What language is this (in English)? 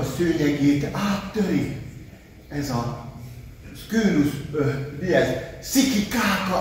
Hungarian